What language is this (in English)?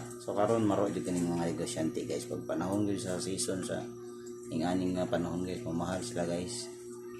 Cebuano